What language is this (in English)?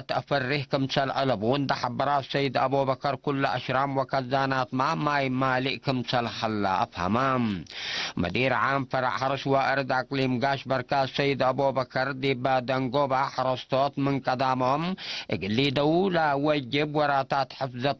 Tigre